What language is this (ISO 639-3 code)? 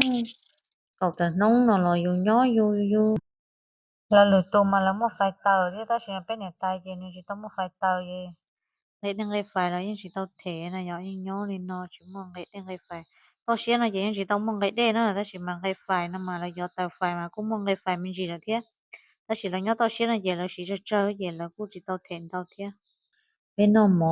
hmn